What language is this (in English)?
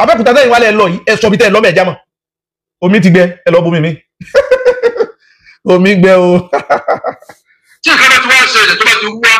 Yoruba